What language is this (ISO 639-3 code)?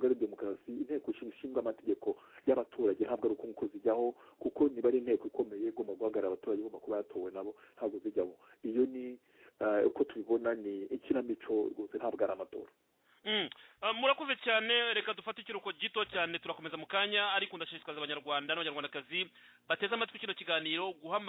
kin